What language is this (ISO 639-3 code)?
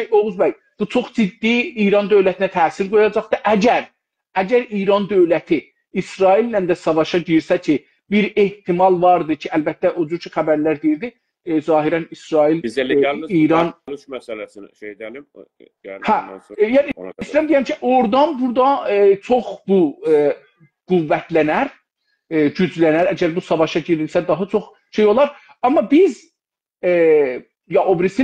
azb